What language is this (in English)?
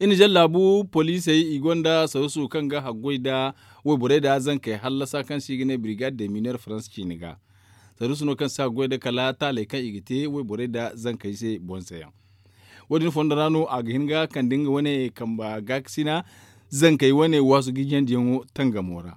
Zarma